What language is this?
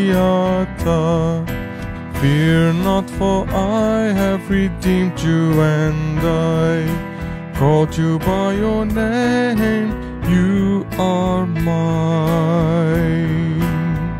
Afrikaans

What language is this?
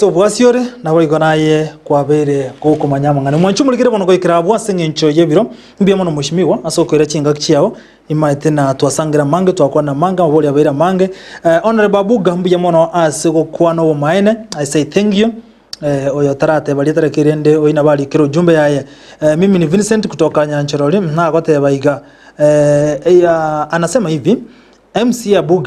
Gusii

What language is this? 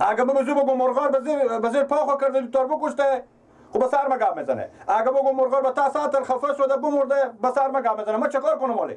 Persian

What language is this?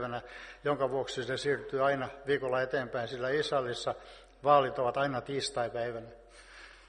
Finnish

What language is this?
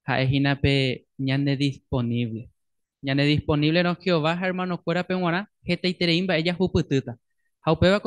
Guarani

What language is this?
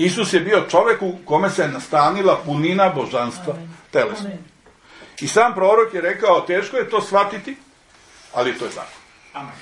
Serbian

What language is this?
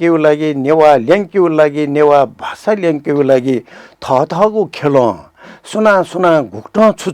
Newari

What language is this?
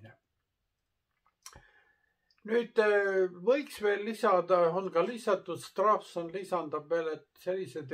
Estonian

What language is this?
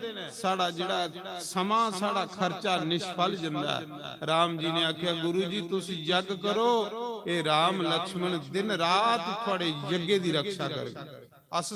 Dogri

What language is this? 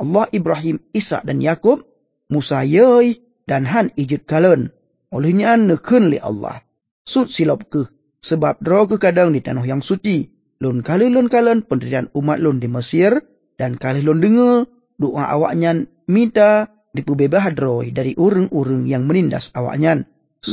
Achinese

